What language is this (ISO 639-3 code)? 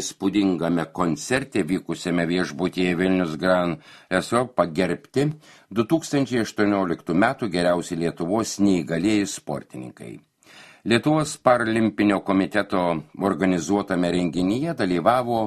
lit